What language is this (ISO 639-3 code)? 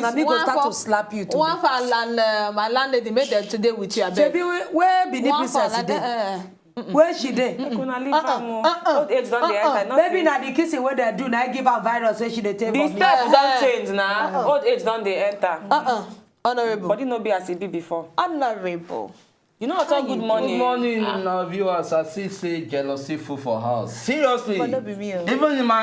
pcm